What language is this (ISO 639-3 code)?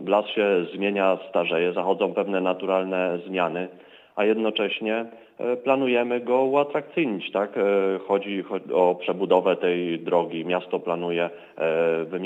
pol